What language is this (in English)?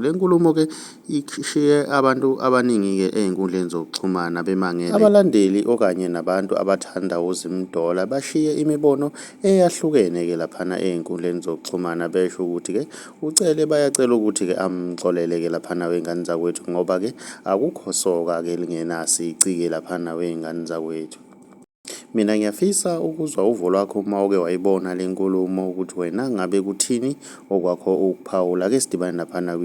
Zulu